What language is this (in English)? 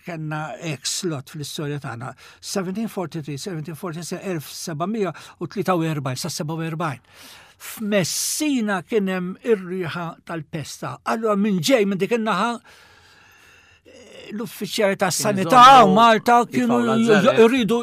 Maltese